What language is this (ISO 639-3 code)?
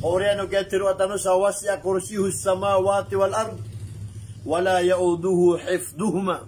mrw